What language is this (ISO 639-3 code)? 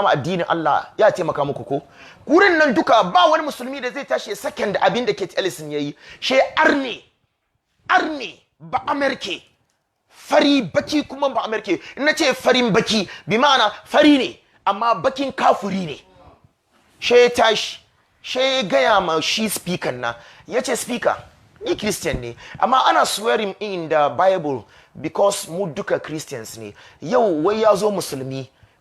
hau